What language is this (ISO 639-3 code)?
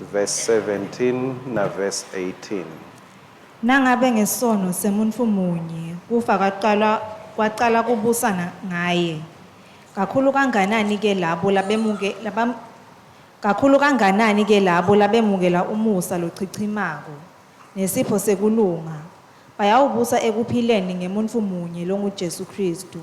ssw